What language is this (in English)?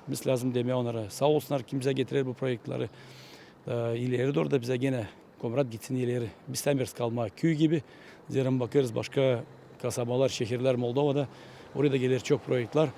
Gagauz